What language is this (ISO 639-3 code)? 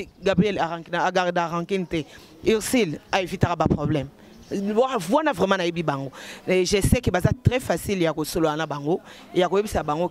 lin